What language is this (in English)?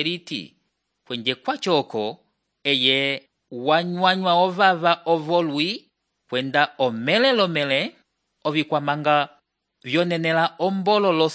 Umbundu